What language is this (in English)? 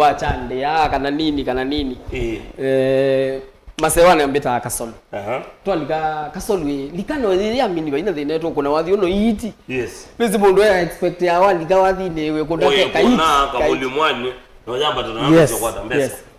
Kamba